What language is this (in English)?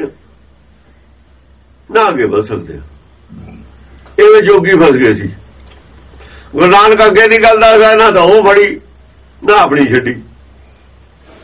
Punjabi